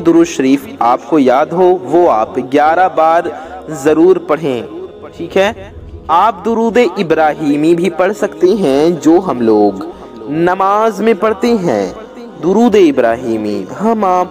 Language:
Urdu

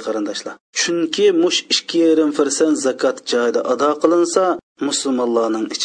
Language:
Uyghur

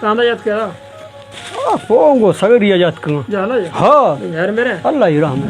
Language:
Baluchi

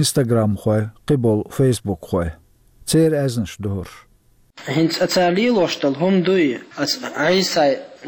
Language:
Chechen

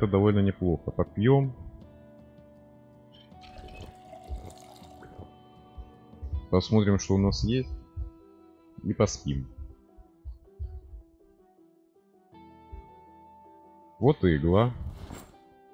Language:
Russian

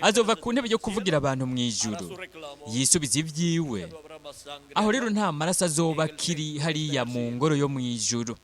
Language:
Rundi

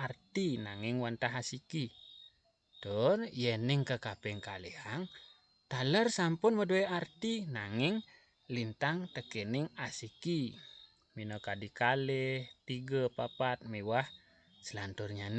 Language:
Balinese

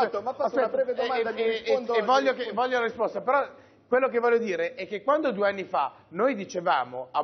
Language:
Italian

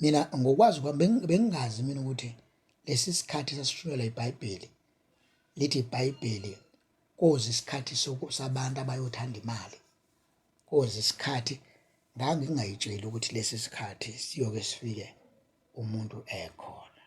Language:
Zulu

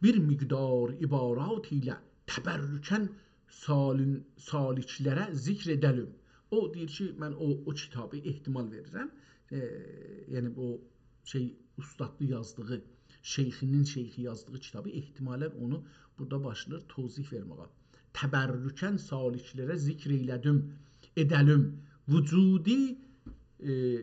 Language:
South Azerbaijani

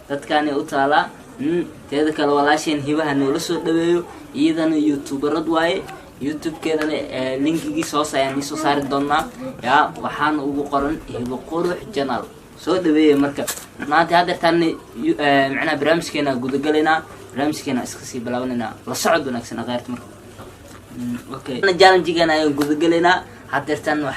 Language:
Somali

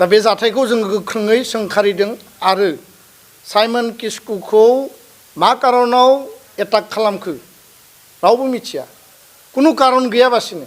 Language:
Bodo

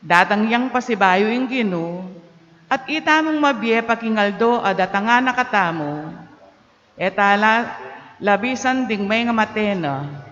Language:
Pampanga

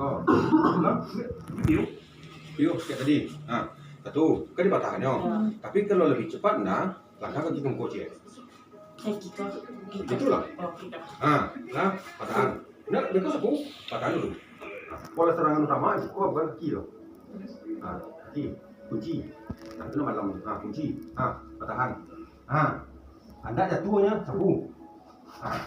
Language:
Minangkabau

